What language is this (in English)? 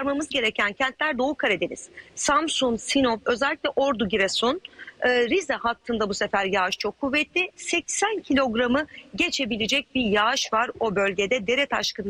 Turkish